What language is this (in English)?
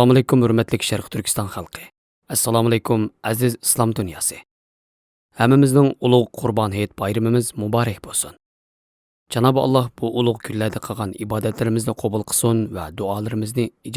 Uyghur